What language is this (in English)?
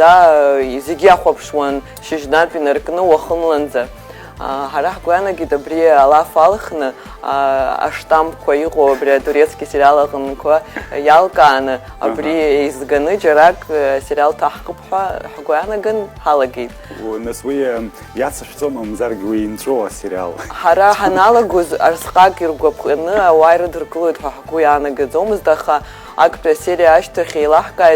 Abkhazian